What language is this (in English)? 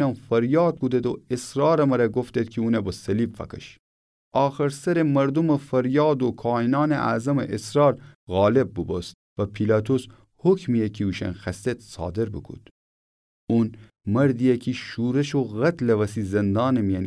Gilaki